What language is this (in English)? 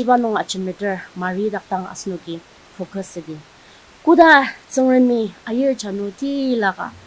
Ao Naga